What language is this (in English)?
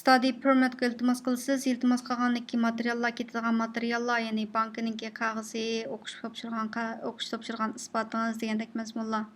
Uyghur